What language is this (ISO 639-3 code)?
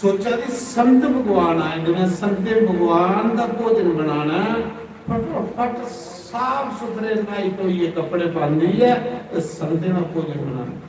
doi